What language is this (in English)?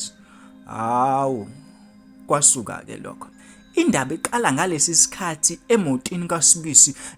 Zulu